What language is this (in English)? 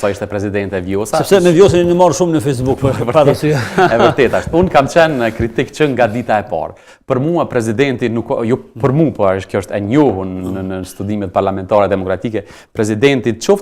Albanian